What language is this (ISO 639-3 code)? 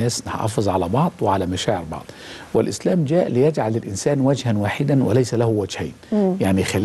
arz